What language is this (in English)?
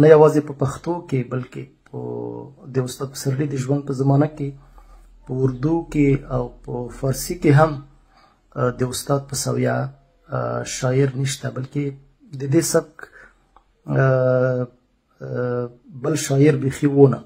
Pashto